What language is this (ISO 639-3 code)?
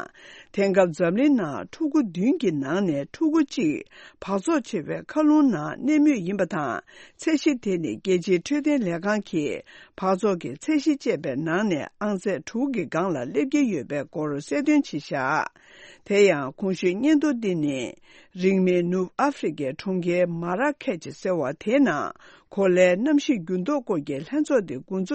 bod